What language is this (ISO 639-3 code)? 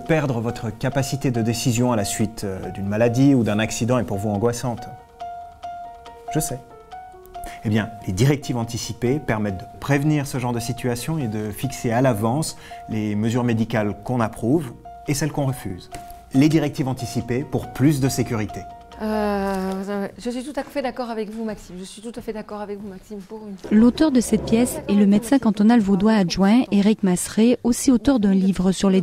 fra